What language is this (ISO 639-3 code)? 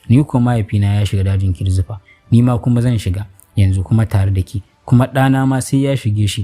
hau